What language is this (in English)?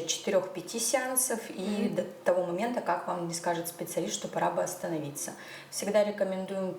Yakut